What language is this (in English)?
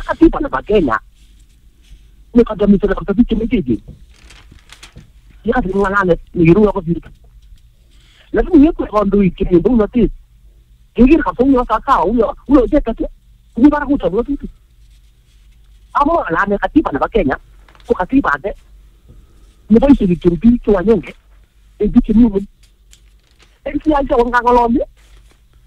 Swahili